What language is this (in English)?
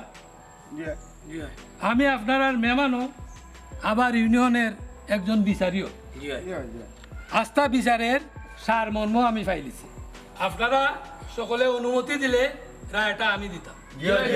Sylheti